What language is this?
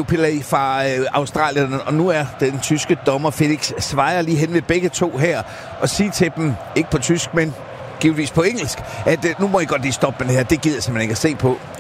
Danish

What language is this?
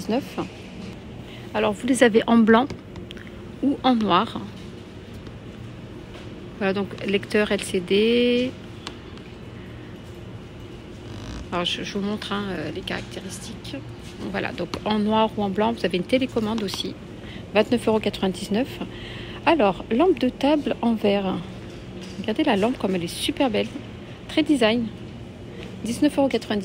French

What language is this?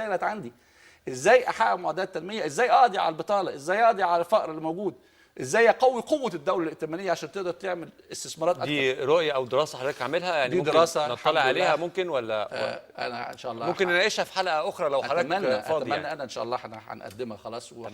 Egyptian Arabic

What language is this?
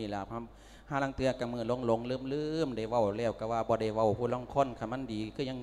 Lao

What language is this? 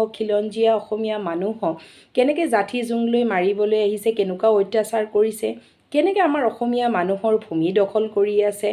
Assamese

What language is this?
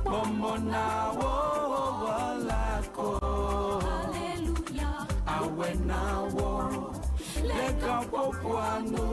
Ewe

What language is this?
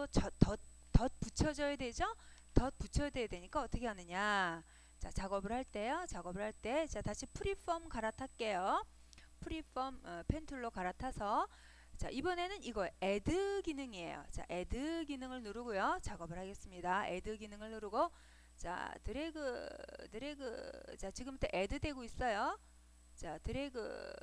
Korean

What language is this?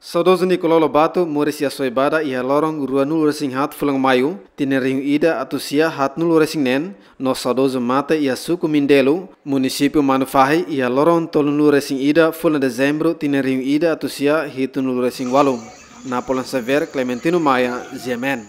Tetum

